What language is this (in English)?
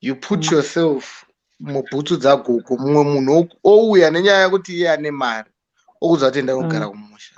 Shona